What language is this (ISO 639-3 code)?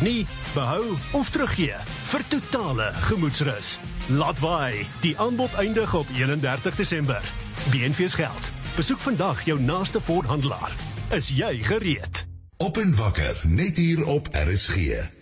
afr